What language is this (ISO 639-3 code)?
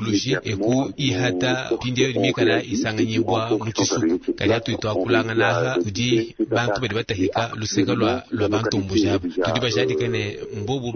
lua